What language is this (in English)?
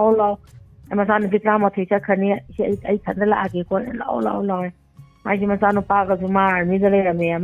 Manipuri